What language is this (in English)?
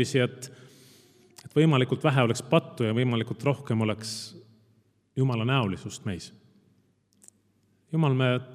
Estonian